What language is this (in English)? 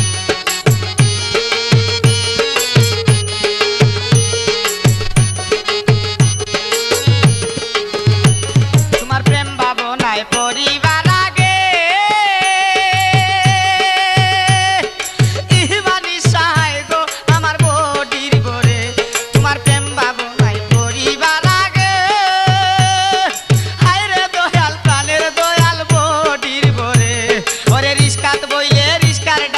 Bangla